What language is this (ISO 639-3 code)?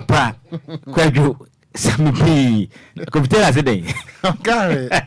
aka